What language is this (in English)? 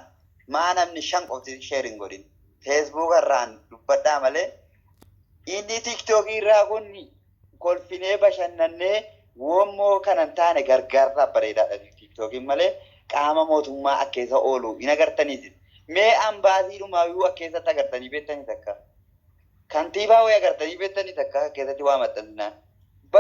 Oromo